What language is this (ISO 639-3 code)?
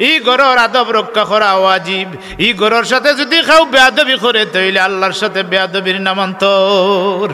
syl